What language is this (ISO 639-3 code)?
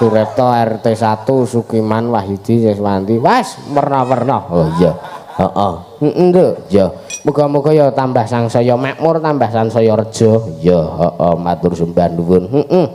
jav